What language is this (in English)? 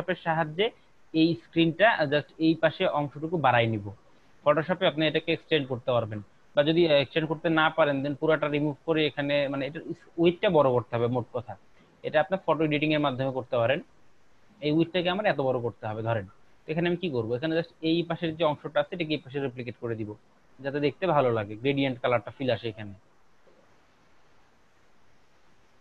Bangla